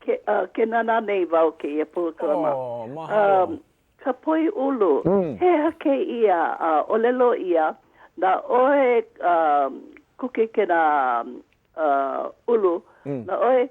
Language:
Hawaiian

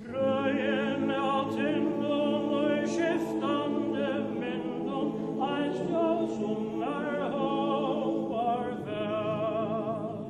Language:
Faroese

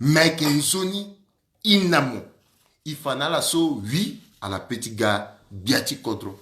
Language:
Sango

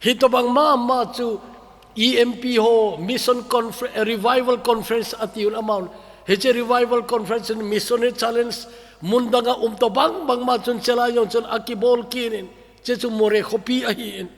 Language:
Thado Chin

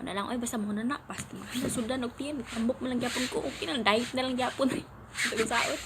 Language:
Cebuano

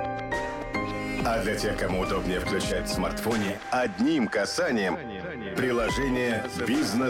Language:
Russian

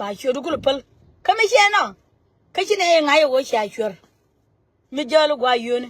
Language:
Nuer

